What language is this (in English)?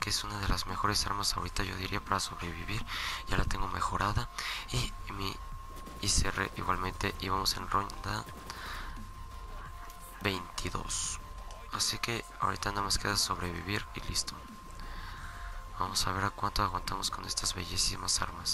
Spanish